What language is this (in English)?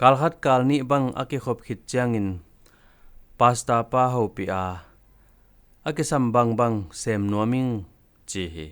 Tedim Chin